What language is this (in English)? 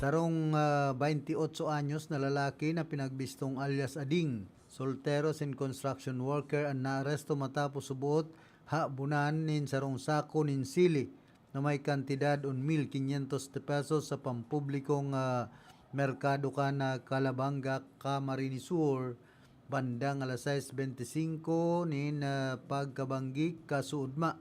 Bikol